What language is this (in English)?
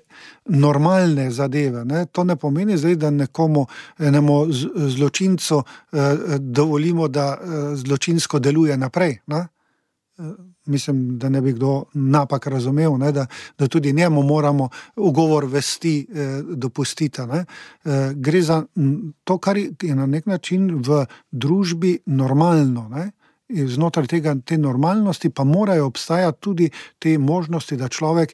Slovenian